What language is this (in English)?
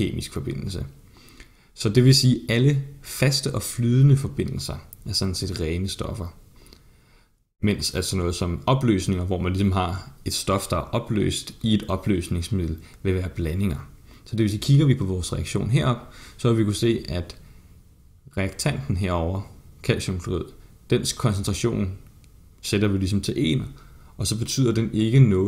Danish